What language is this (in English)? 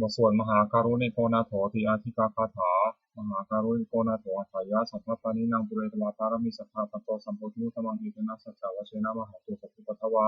Pali